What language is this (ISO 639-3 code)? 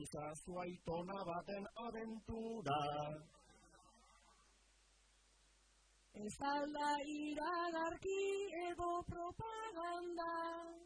eus